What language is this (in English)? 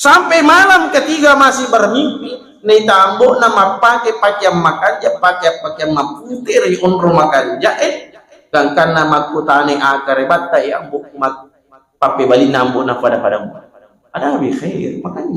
Buginese